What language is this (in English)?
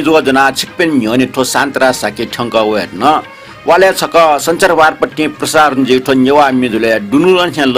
Newari